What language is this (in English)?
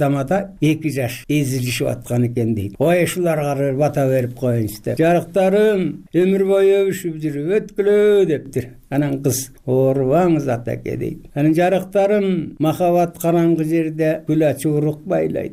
Kyrgyz